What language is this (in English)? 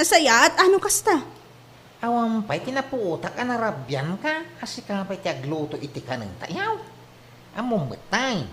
Iloko